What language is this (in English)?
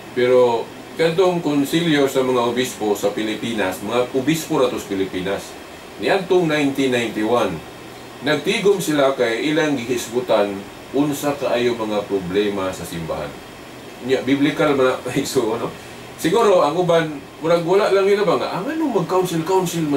Cebuano